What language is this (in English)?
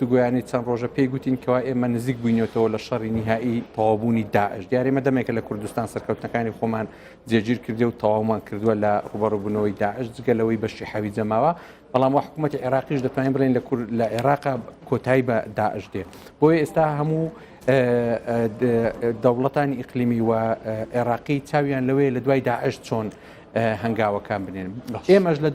Central Kurdish